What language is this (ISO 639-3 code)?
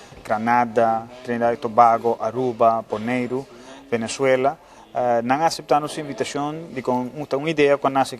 pap